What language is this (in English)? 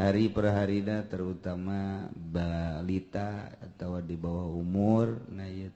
Sundanese